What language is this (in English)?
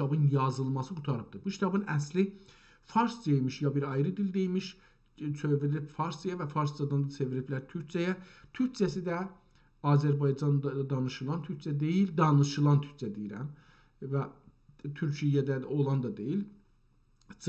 South Azerbaijani